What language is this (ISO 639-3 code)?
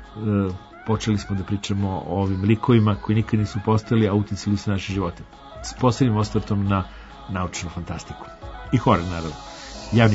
srp